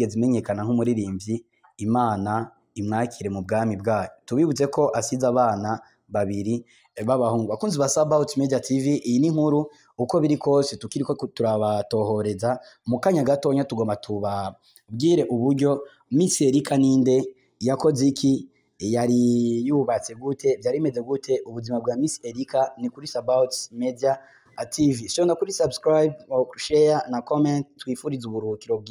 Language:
Rundi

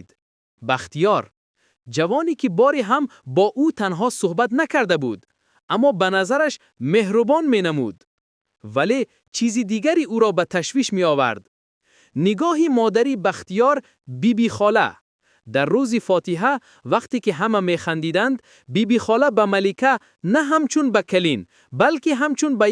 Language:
Tajik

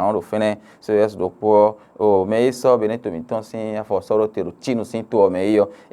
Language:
Fon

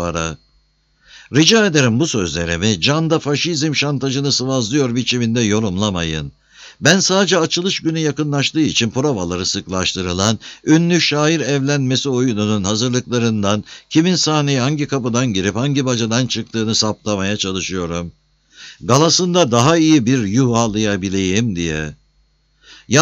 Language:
Turkish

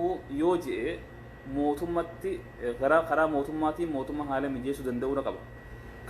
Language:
Oromo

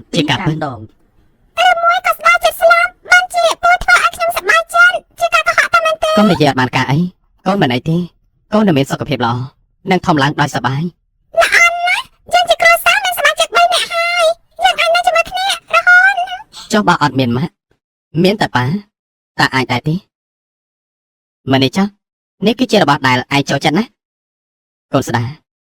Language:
Khmer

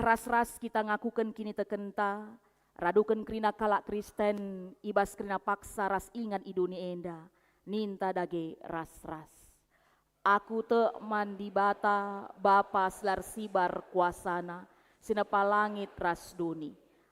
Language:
Batak Karo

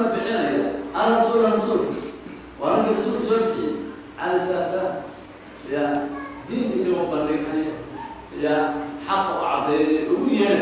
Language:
Somali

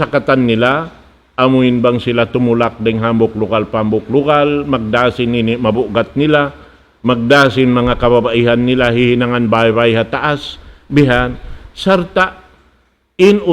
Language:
Tausug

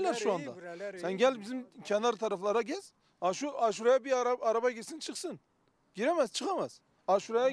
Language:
Turkish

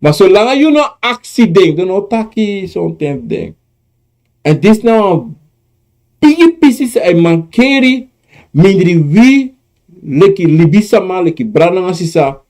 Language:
Sranan Tongo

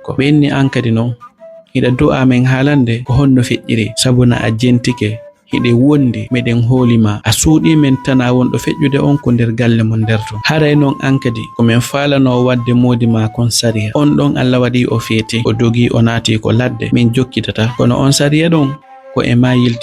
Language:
Fula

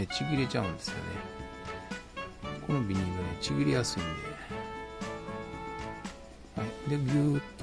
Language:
Japanese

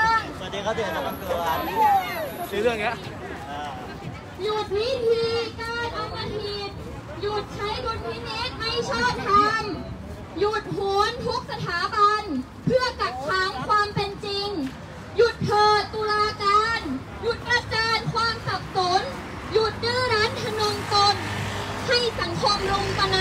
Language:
Thai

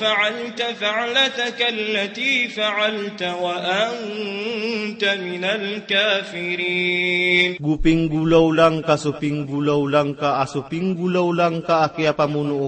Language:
Maranao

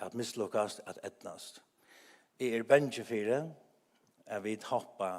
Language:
Faroese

